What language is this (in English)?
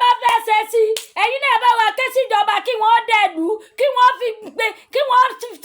Yoruba